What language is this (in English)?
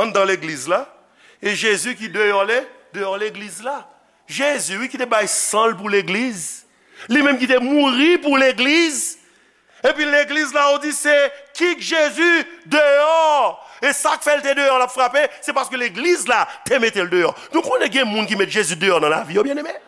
Haitian Creole